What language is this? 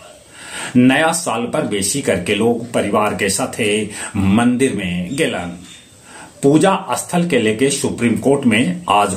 Magahi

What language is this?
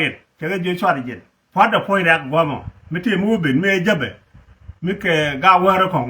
Nuer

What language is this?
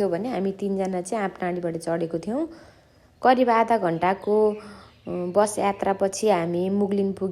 Nepali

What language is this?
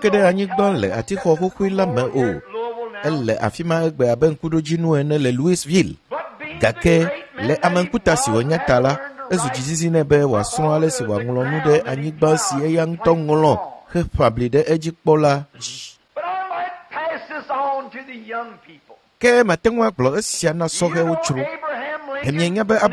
Ewe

